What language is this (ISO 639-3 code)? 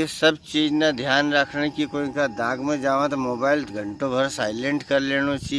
raj